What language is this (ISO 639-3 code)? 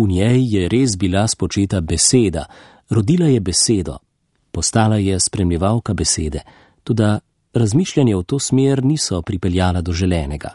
slv